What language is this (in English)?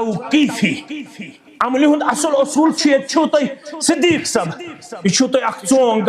Kashmiri